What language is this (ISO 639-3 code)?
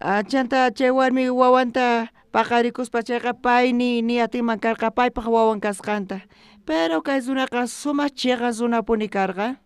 quh